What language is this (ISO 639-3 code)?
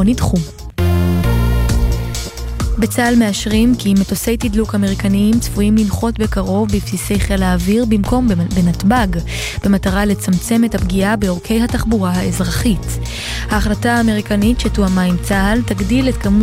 heb